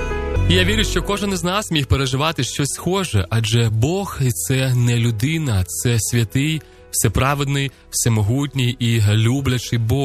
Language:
Ukrainian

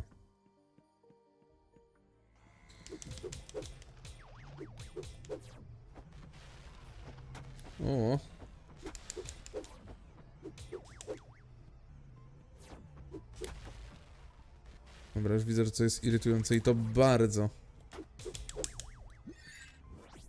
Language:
Polish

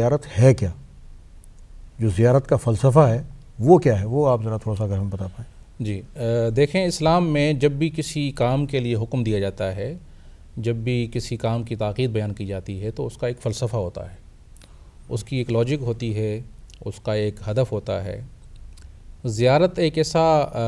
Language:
Urdu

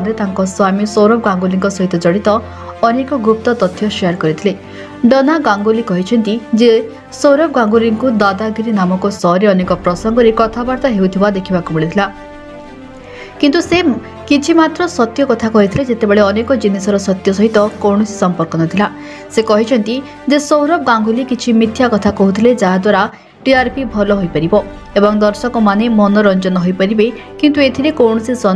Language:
Odia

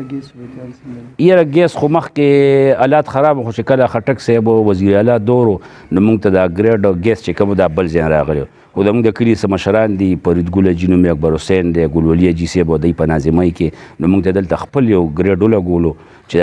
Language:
Pashto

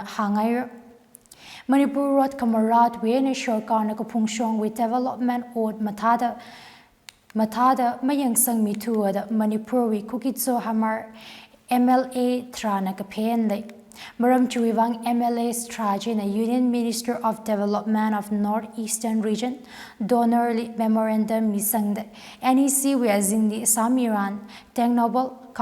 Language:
Tangkhul Naga (India)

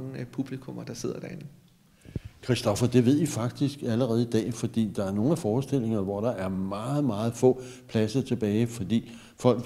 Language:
Danish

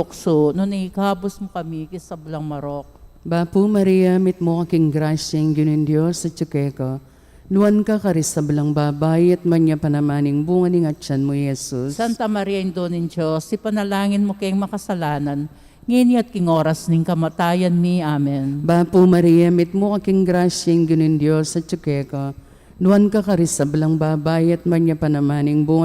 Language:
Pampanga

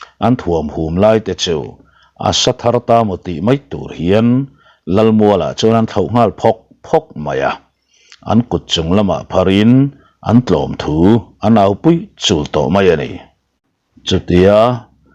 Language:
Mizo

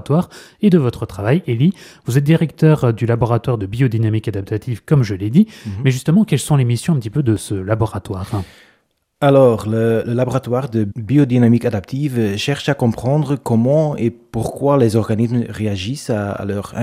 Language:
French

